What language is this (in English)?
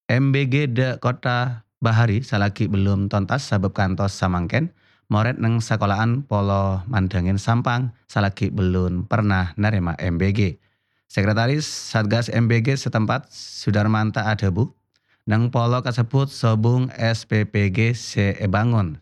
Madurese